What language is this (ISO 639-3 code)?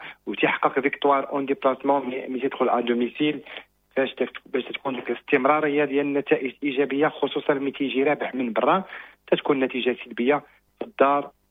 ary